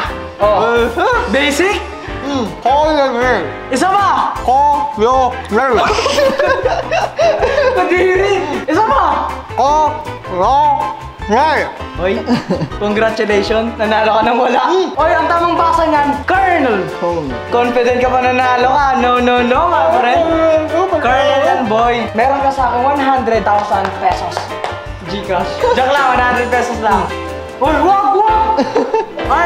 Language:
Filipino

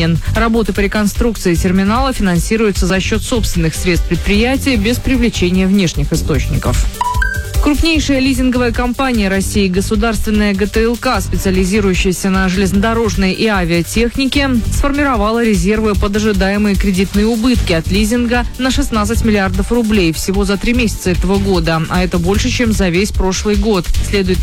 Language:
Russian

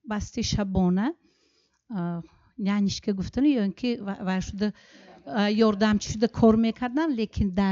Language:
Tajik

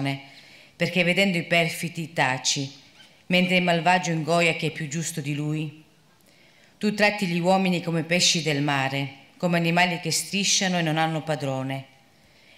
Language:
Italian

